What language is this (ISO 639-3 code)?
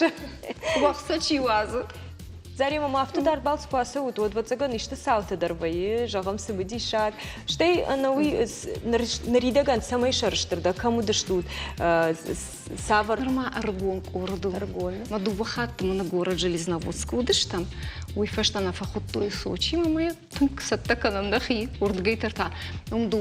oss